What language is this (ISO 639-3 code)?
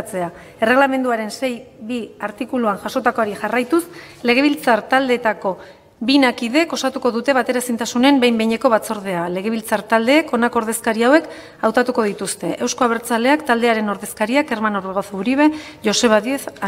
eus